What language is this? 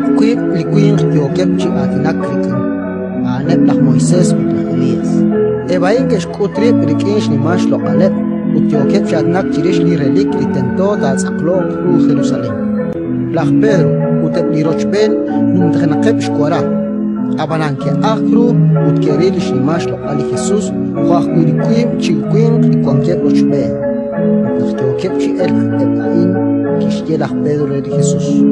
Kekchí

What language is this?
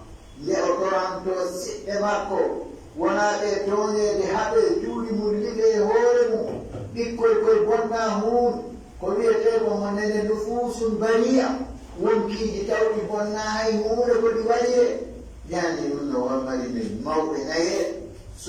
Pular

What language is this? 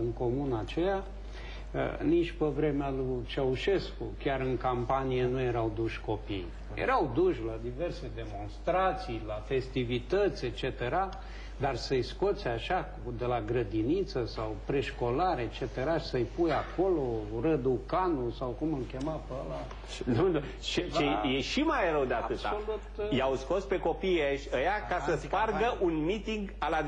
Romanian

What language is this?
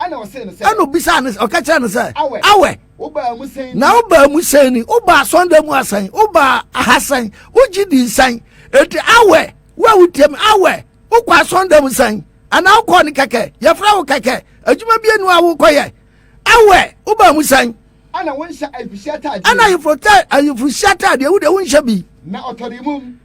Akan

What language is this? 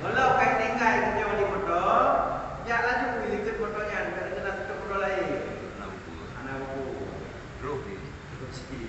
Achinese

